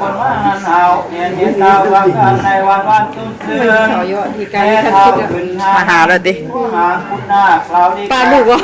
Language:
Northeastern Thai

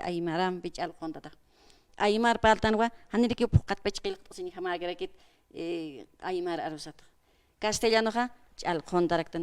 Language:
Aymara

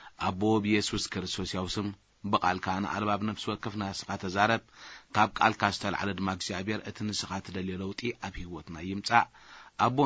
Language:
Tigrinya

